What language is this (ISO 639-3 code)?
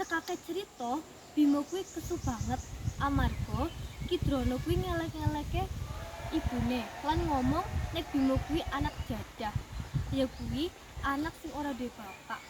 jav